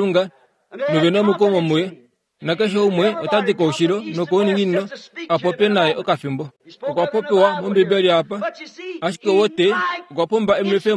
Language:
Kuanyama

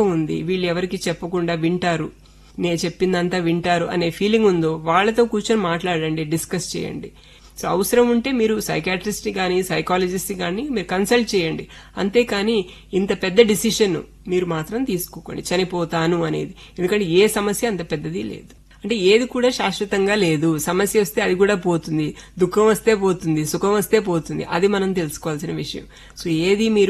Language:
Telugu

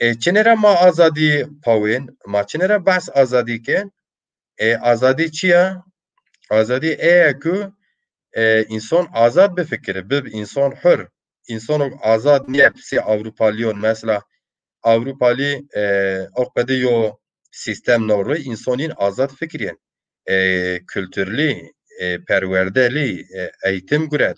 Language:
Zaza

